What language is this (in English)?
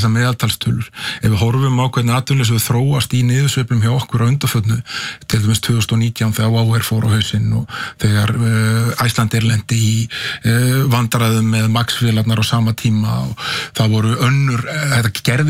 Icelandic